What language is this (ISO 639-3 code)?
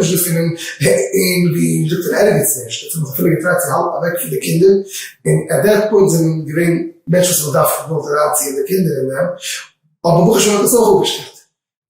yid